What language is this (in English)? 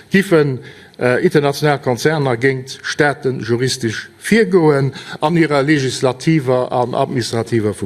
Luxembourgish